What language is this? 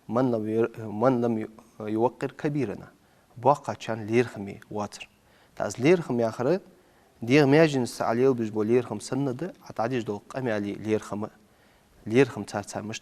Ingush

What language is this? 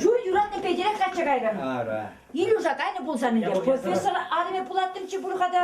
Chuvash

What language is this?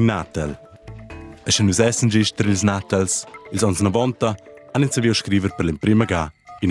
Romansh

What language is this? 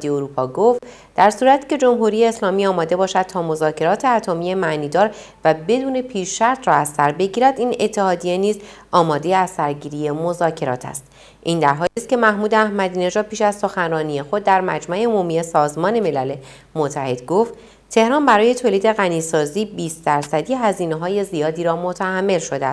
Persian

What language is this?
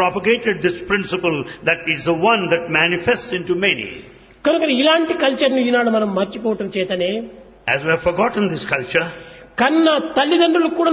Telugu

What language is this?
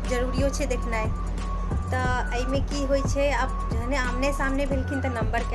Maithili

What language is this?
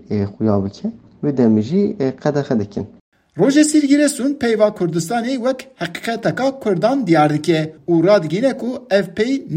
Kurdish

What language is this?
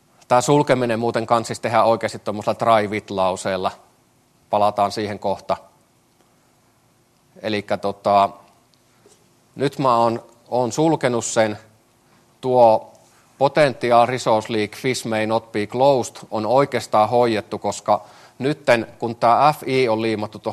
Finnish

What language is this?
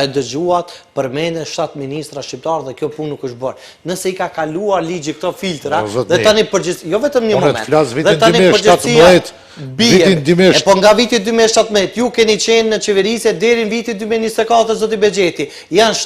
Albanian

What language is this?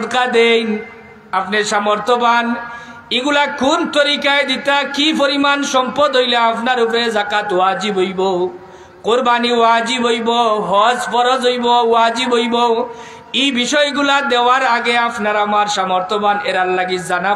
Sylheti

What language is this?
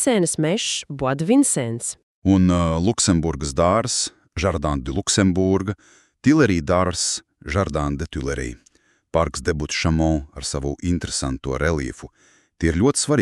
Latvian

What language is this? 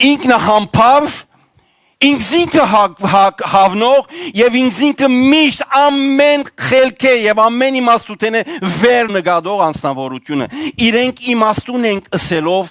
Western Armenian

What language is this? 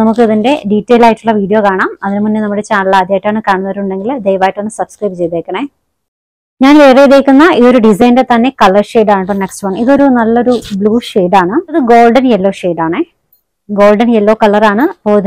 Malayalam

